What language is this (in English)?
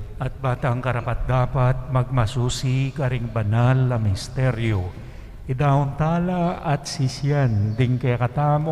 Pampanga